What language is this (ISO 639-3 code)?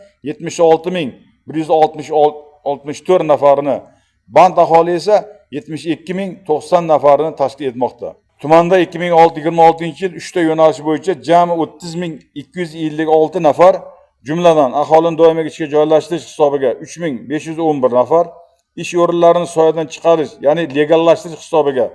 uzb